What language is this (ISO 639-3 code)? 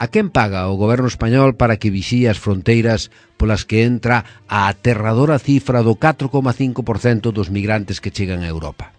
glg